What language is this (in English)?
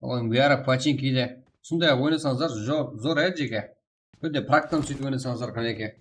Kara-Kalpak